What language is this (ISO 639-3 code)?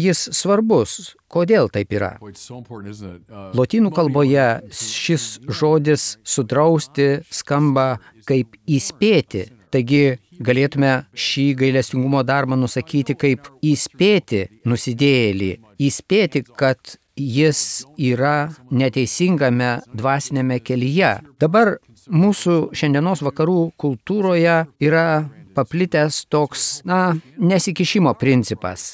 lit